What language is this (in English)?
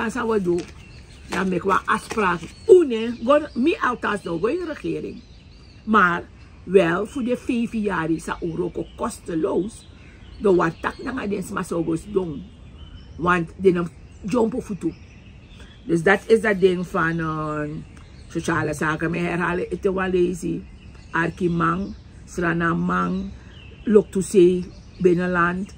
Sranan Tongo